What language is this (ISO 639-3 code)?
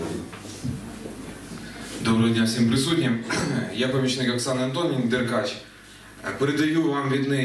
ukr